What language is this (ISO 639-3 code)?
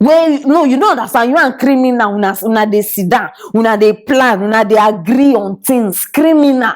pcm